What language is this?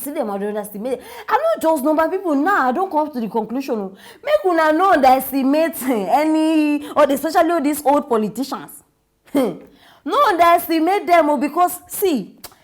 Nigerian Pidgin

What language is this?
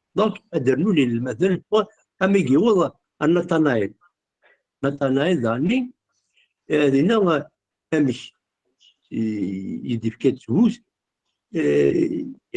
Kabyle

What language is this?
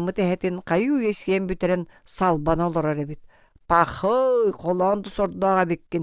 Yakut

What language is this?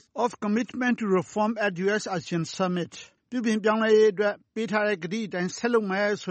Burmese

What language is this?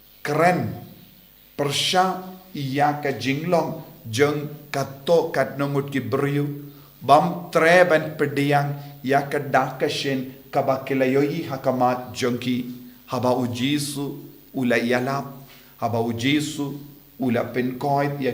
Khasi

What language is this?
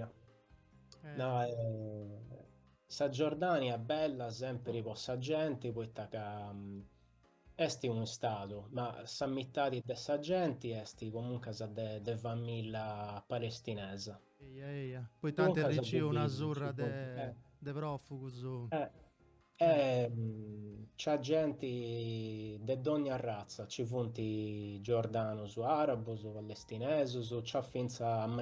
Sardinian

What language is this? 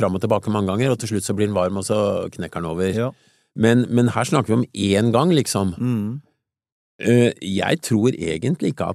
Norwegian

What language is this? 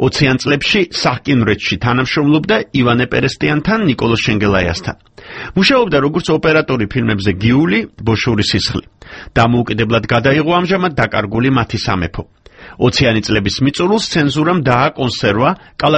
Georgian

